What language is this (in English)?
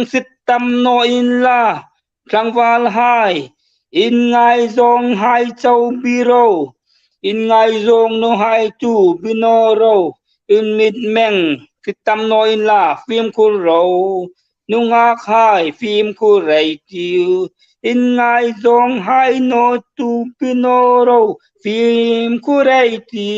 Hmar